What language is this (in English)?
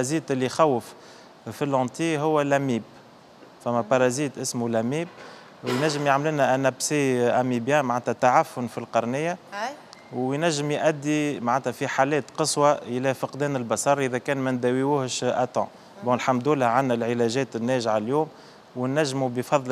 Tunisian Arabic